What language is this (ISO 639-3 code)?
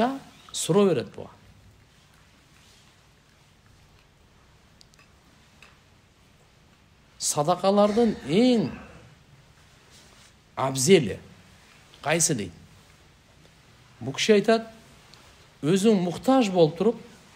kir